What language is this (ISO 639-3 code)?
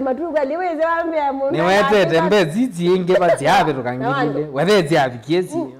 kam